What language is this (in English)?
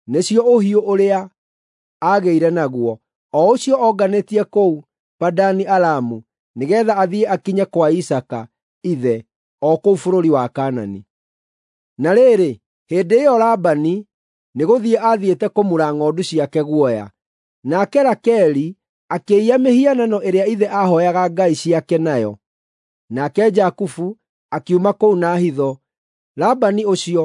Kikuyu